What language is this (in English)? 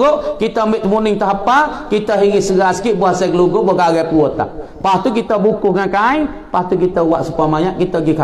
Malay